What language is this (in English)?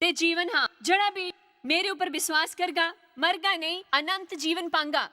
Dogri